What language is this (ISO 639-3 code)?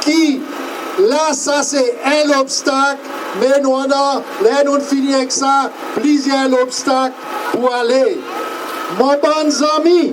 crs